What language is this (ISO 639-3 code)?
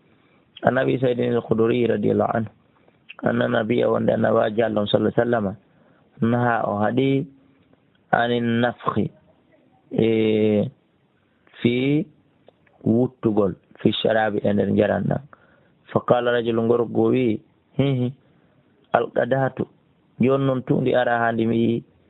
ful